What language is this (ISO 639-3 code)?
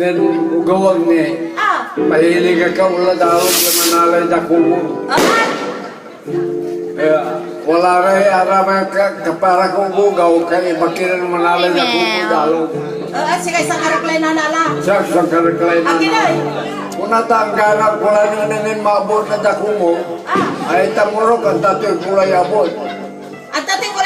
pag